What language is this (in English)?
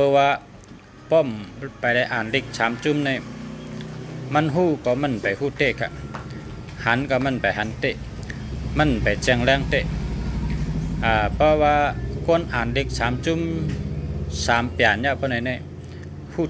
Shan